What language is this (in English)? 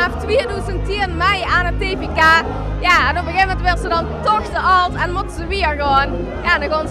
Limburgish